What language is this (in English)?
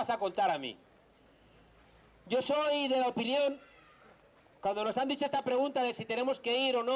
Spanish